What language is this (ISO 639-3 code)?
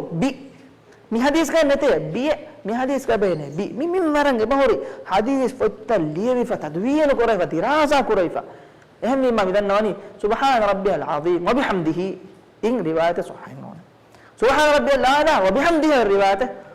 div